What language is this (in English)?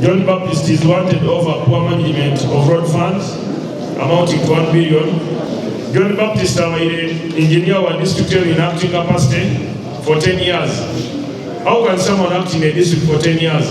Nyankole